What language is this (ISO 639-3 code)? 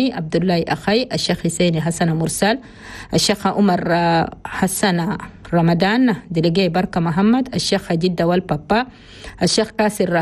shu